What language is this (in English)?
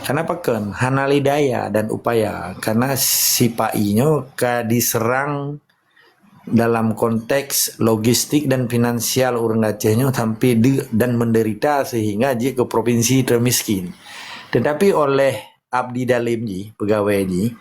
Achinese